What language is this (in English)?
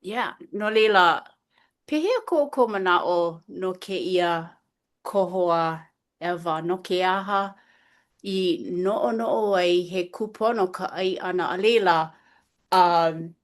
Hawaiian